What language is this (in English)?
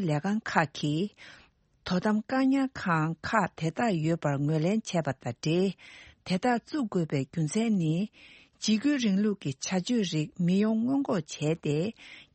Tibetan